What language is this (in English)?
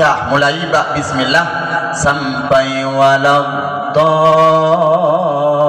Achinese